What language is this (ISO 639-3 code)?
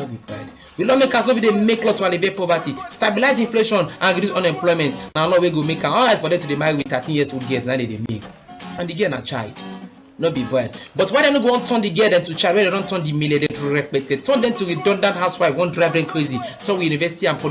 pcm